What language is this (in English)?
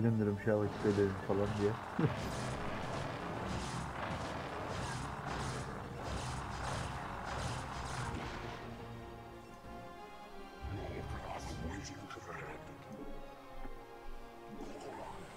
Turkish